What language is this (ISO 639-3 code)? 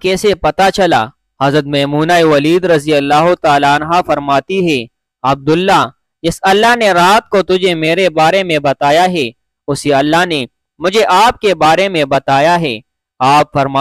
urd